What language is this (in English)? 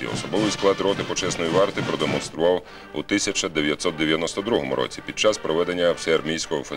Ukrainian